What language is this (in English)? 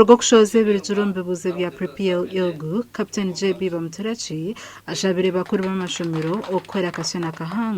Nyankole